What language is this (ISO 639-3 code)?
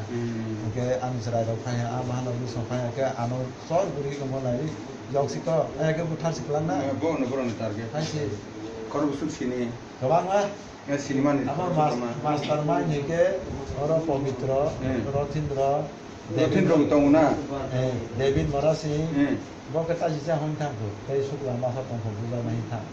trp